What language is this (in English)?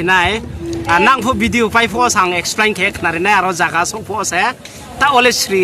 Riang (India)